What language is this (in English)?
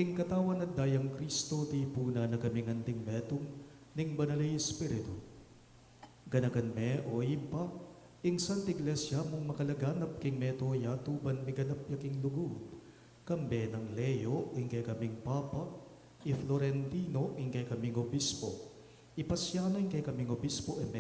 Pampanga